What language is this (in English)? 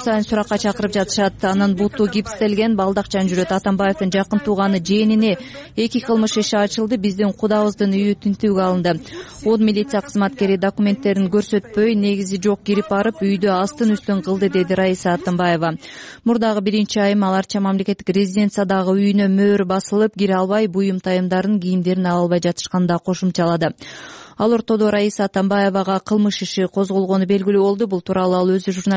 Kyrgyz